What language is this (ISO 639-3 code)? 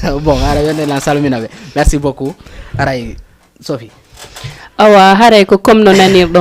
ful